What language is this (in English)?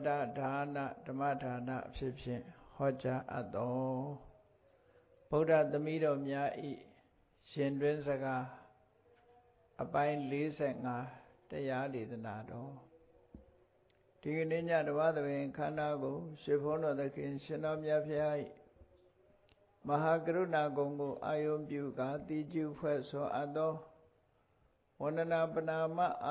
Burmese